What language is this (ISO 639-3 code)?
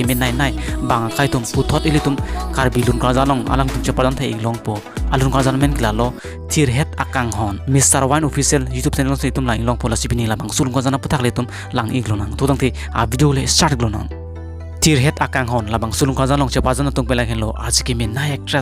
mjw